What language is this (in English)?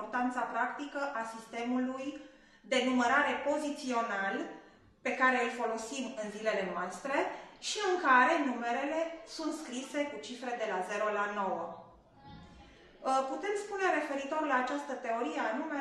Romanian